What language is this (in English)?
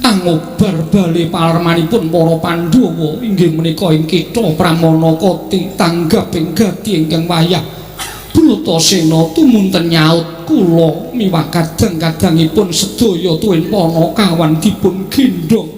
Javanese